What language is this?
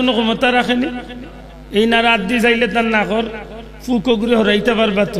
Sylheti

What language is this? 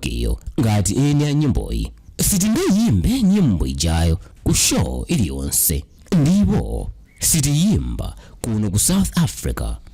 Nyanja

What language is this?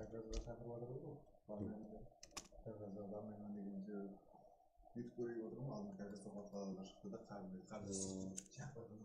Kara-Kalpak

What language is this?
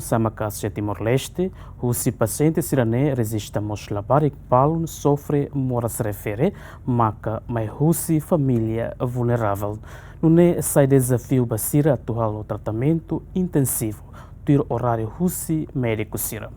Tetum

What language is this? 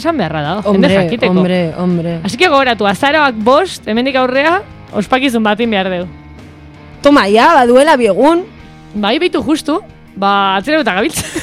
Basque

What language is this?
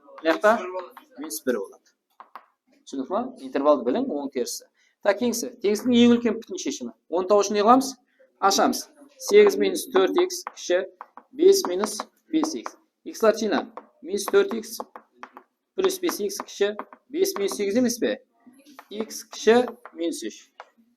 Kara-Kalpak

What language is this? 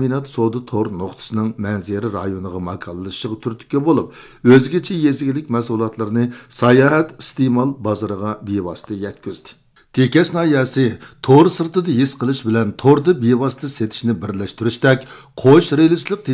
Uyghur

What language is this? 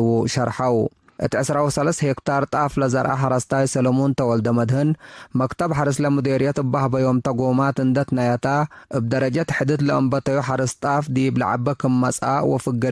Tigre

